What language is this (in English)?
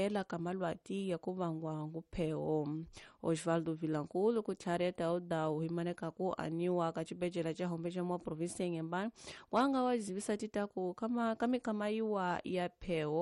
Tsonga